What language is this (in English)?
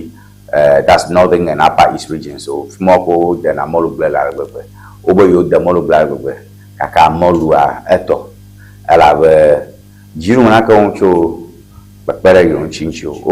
Ewe